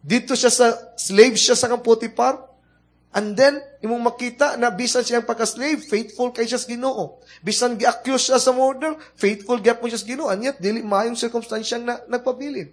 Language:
Cebuano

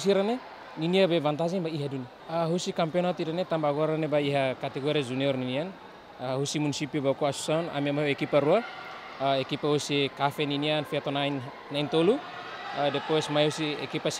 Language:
Tetum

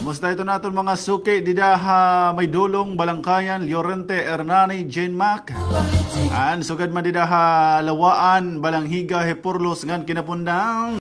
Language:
Waray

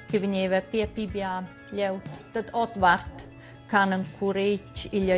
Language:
Romansh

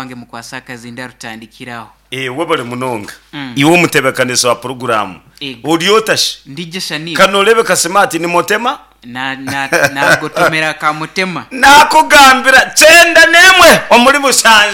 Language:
Nyankole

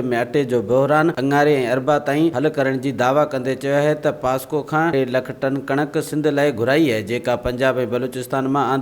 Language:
Sindhi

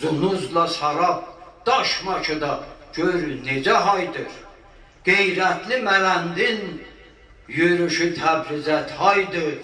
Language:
South Azerbaijani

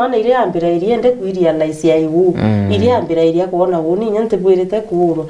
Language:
Meru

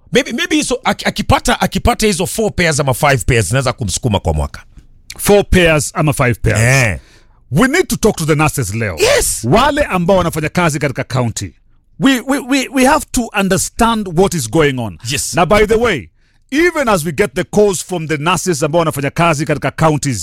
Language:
Swahili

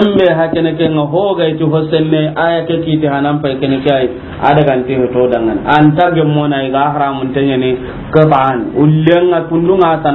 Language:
Soninke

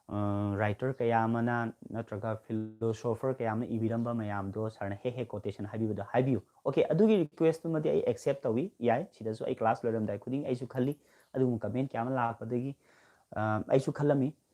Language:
Manipuri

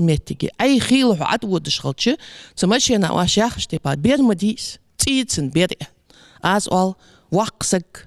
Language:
Ingush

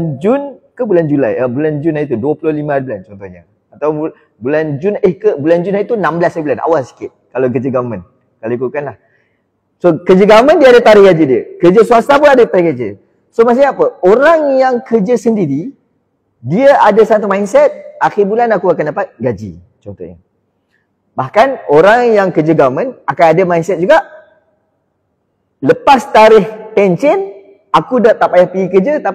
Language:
Malay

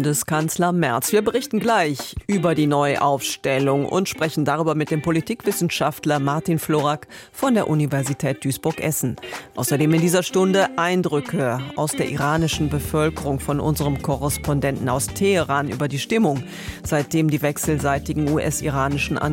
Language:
German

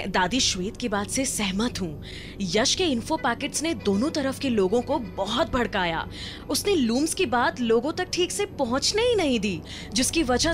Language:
Hindi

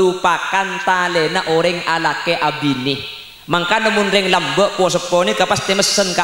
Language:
Madurese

